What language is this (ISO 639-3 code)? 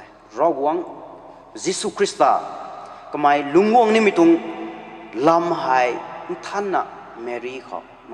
nbu